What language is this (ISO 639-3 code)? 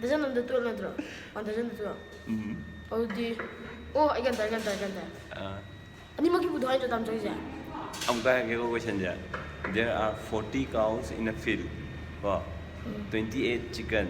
mni